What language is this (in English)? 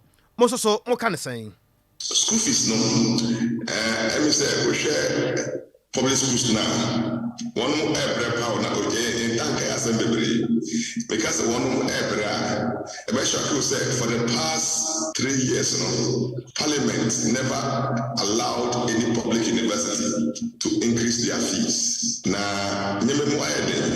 Akan